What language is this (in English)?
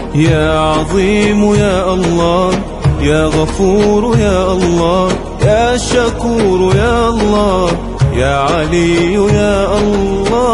Arabic